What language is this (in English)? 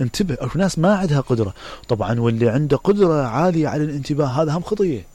Mesopotamian Arabic